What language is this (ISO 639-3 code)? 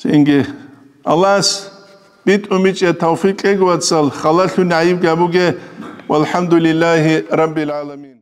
ava